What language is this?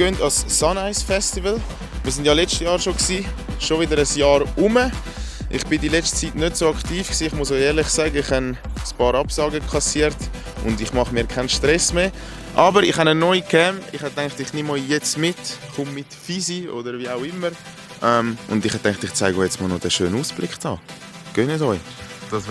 Swiss German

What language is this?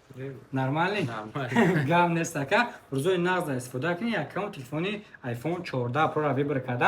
Tajik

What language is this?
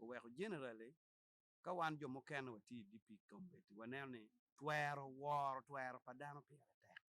Acoli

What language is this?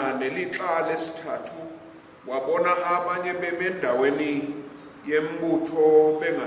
Zulu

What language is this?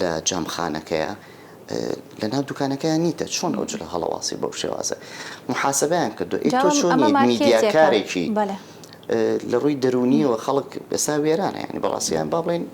Central Kurdish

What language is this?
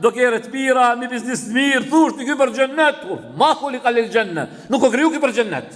Albanian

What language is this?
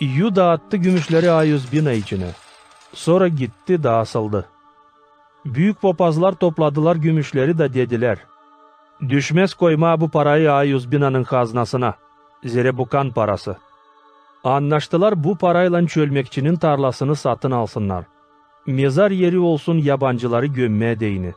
Gagauz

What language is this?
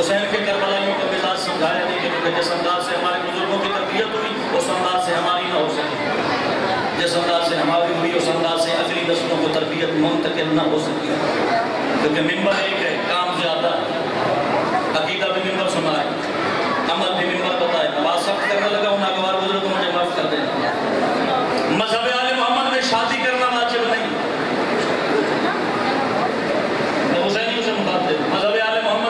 Urdu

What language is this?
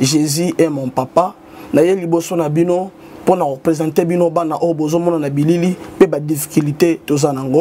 Lingala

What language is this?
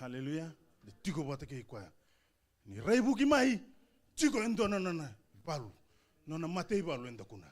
Fijian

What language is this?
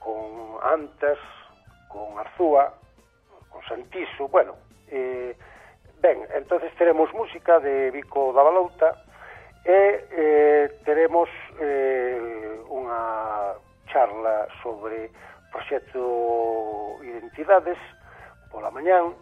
Galician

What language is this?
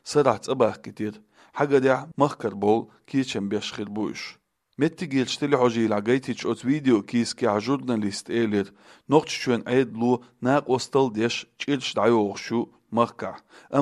Chechen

